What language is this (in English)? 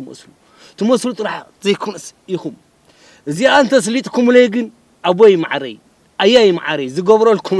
Tigrinya